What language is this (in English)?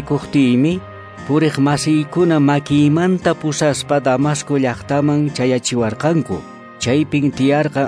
Quechua